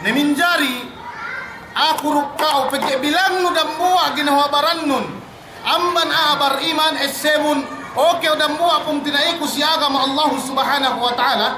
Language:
Yakan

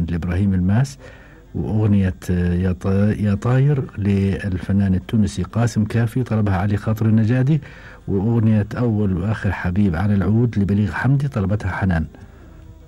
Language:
Gulf Arabic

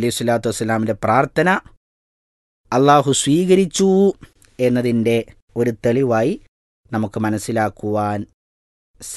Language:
Malayalam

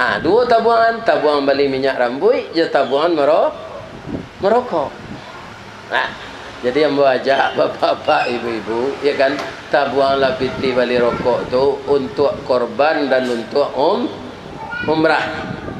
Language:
Minangkabau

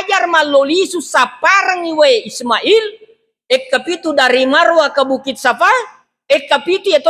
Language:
Buginese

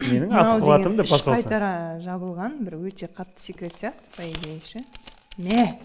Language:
Kazakh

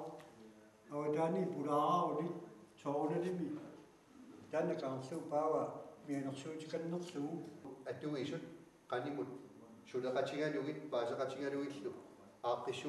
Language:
Kalaallisut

